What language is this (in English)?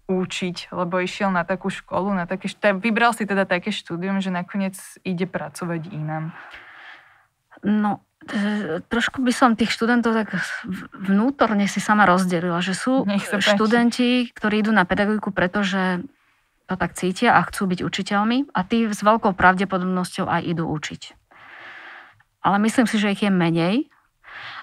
Slovak